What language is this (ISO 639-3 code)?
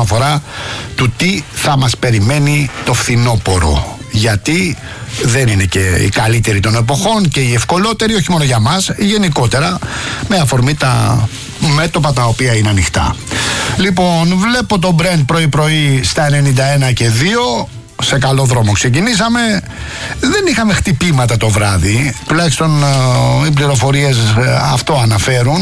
ell